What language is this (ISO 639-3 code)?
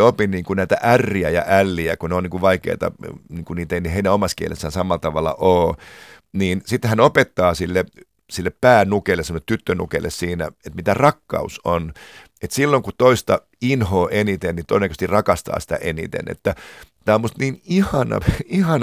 fin